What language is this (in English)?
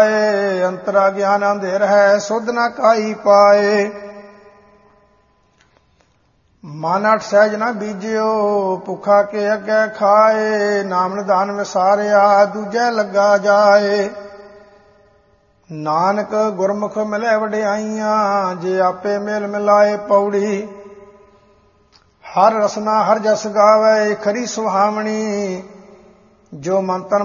Punjabi